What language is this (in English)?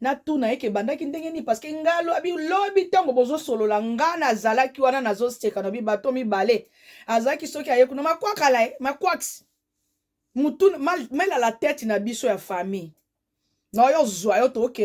Lingala